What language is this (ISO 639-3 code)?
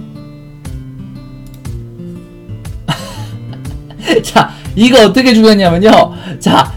kor